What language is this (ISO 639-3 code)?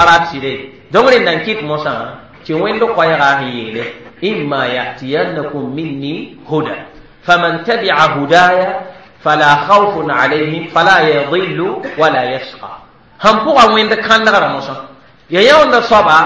mos